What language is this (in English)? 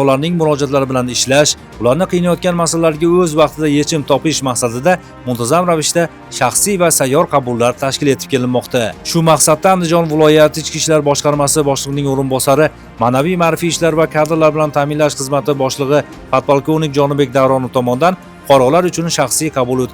Uzbek